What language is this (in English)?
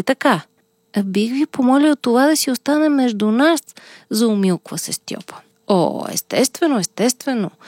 Bulgarian